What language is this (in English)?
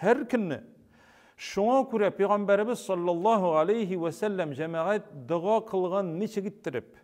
Tatar